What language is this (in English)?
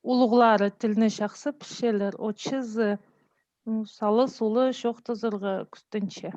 Khakas